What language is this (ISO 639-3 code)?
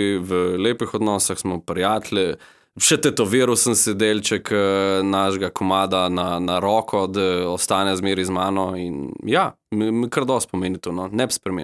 slv